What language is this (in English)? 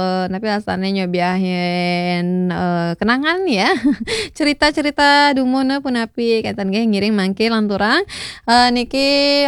Balinese